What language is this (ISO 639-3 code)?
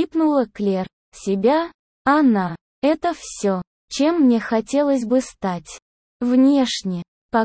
rus